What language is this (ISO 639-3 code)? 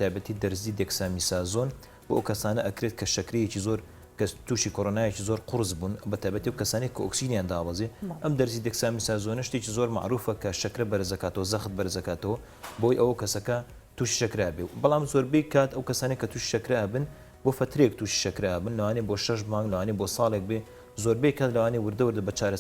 ckb